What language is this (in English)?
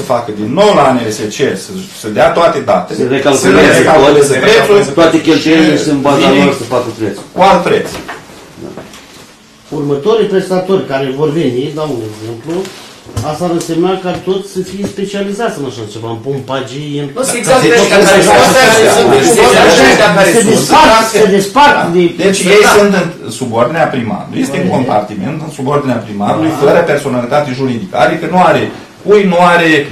Romanian